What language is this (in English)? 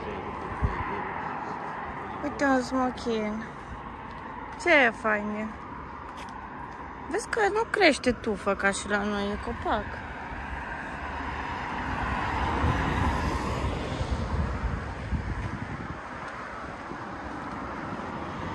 Romanian